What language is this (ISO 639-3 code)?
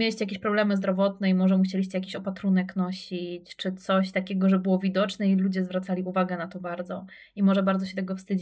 pol